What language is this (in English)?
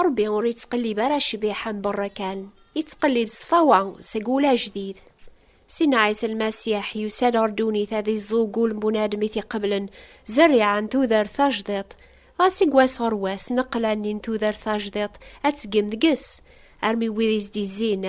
Kabyle